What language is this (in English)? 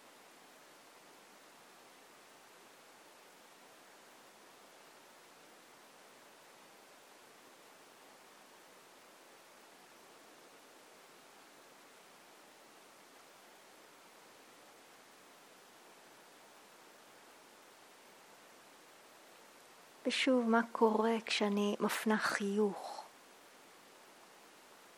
Hebrew